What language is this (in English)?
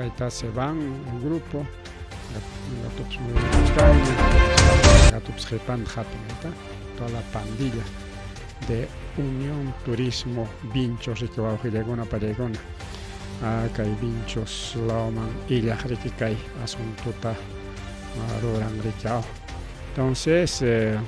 Ayacucho Quechua